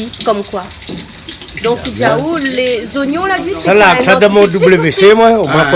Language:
Réunion Creole French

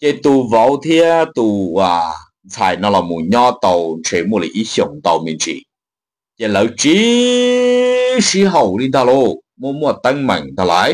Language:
Hmong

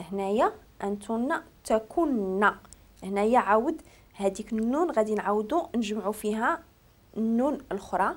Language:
Moroccan Arabic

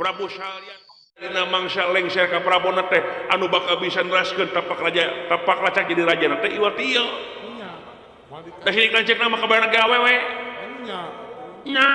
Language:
Sundanese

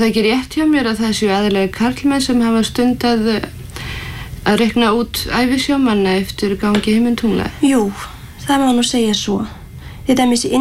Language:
Icelandic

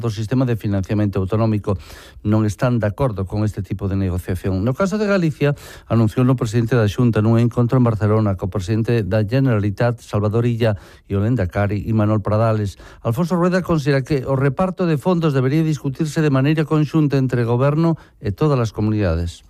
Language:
Galician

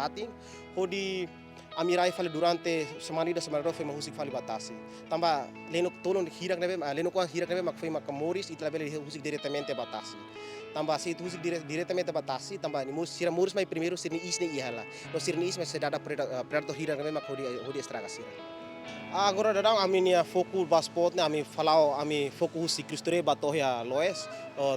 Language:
Tetum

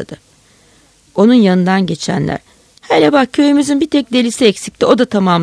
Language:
Turkish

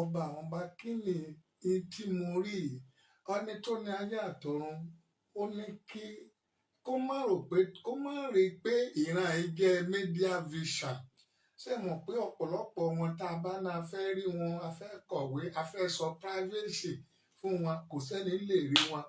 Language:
Yoruba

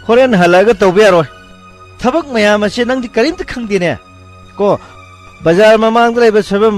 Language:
Manipuri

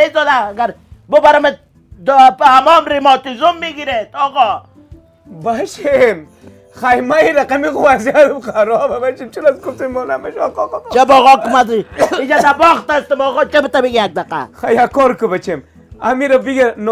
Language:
Persian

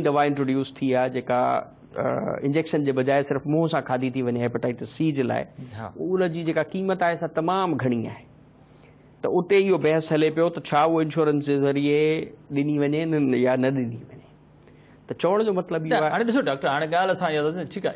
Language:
Sindhi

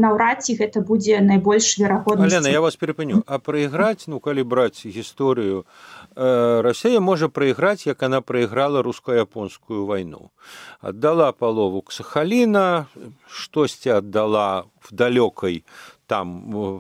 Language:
Belarusian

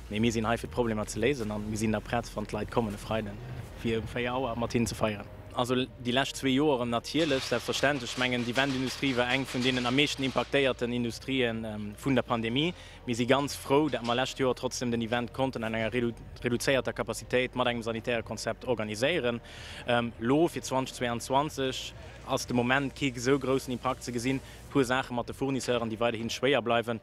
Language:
Luxembourgish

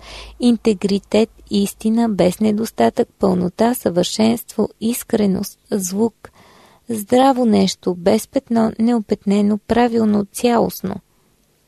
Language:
Bulgarian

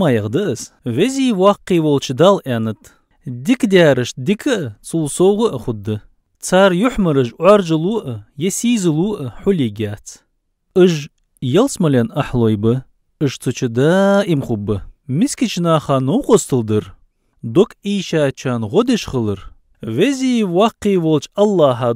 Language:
Ingush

